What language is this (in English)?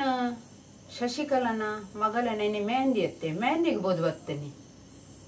Tulu